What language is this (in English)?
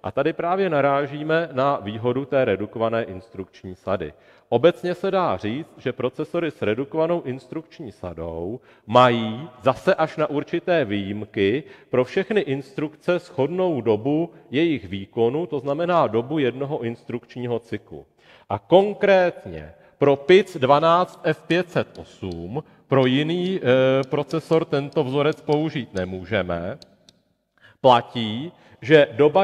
Czech